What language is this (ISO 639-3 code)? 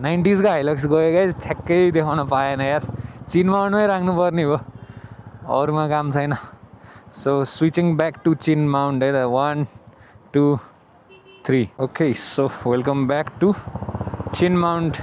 nep